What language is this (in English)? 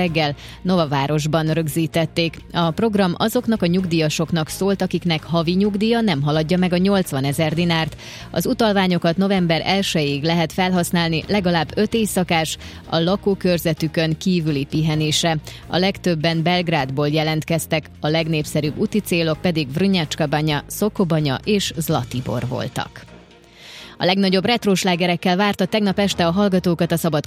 Hungarian